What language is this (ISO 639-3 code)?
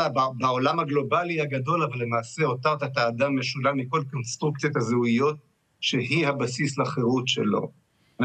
heb